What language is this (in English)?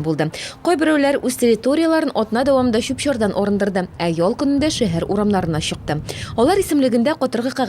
Tatar